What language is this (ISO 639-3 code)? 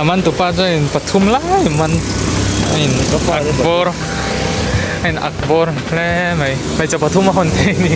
lus